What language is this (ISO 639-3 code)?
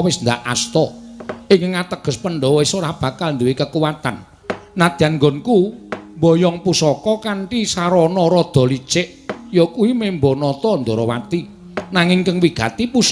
jav